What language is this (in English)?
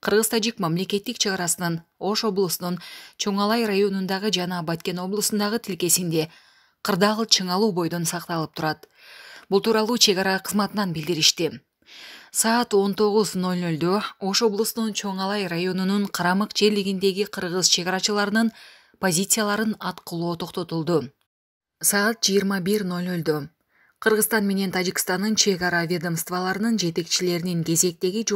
Kyrgyz